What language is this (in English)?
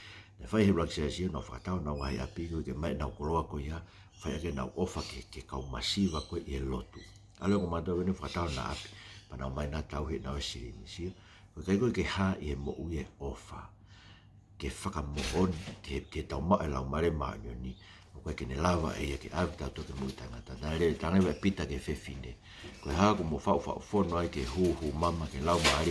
Tongan